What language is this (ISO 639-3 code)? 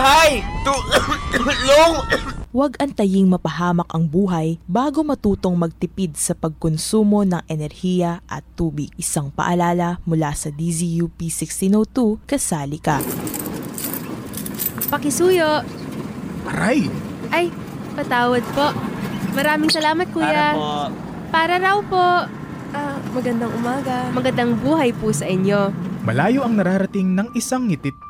fil